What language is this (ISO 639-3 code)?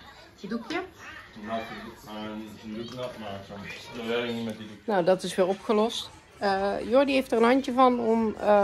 nld